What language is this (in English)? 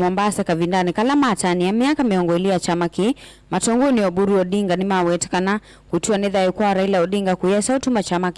Kamba